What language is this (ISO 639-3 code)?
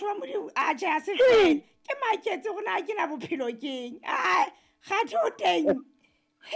sot